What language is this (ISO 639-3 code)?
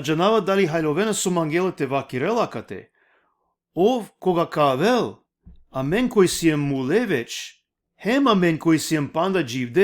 rmn